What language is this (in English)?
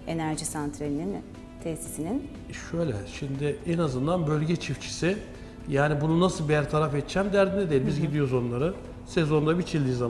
Turkish